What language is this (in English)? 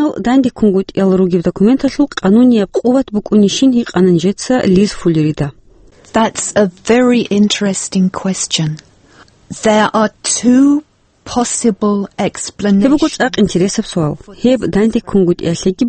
Avaric